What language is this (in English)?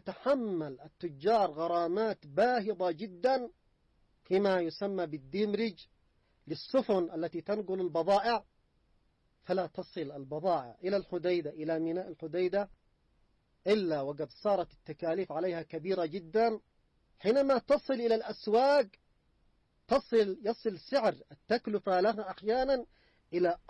Arabic